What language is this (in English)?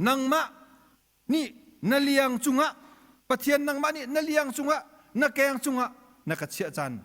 Hakha Chin